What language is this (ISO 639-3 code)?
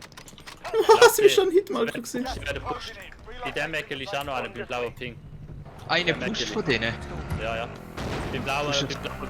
gsw